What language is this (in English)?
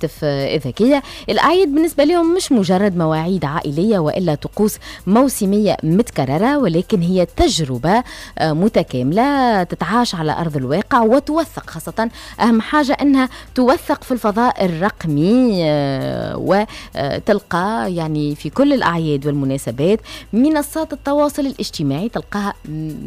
Tunisian Arabic